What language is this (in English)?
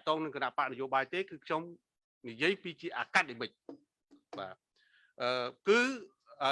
Khmer